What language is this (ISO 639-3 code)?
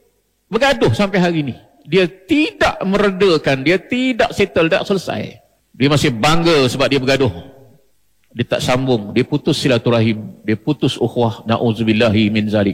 msa